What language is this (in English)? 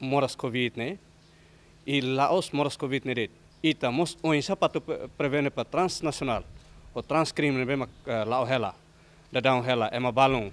Tetum